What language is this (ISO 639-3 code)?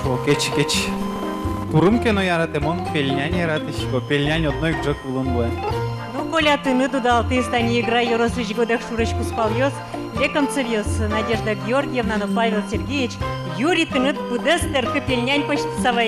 udm